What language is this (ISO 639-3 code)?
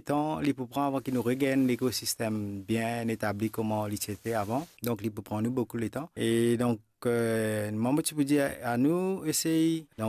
mfe